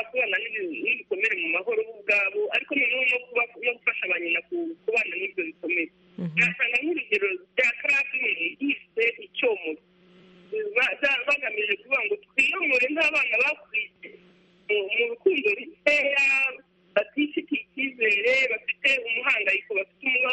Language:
Kinyarwanda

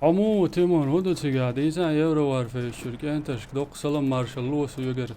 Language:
Chechen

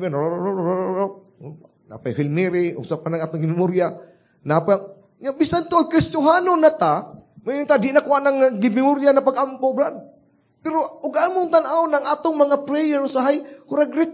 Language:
Cebuano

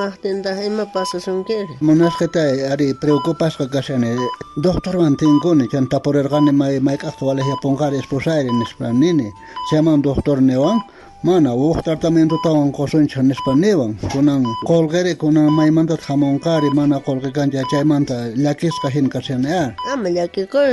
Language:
South Bolivian Quechua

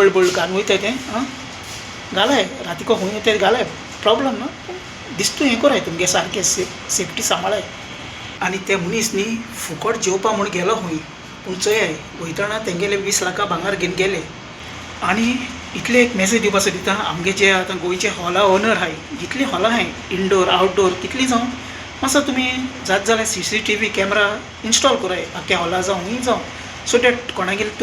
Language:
Konkani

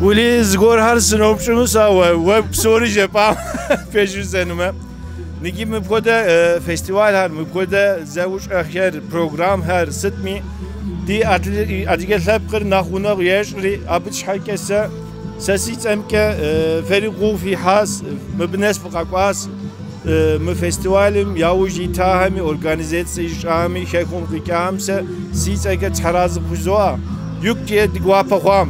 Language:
Kabardian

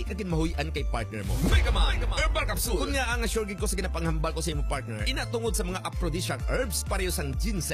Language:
Hiligaynon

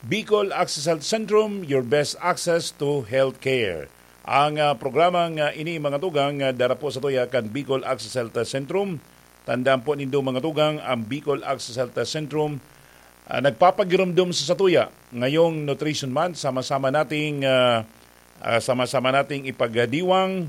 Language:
Bikol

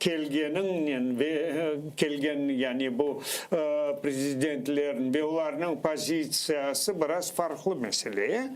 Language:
Crimean Tatar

